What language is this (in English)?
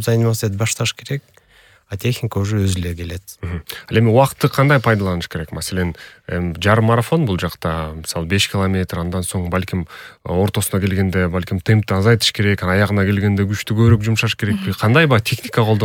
Kyrgyz